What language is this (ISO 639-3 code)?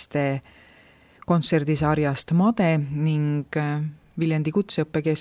est